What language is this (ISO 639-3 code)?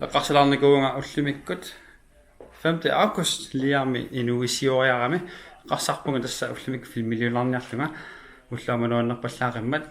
kal